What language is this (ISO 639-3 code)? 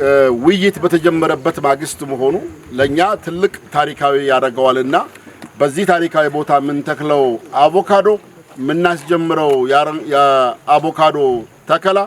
amh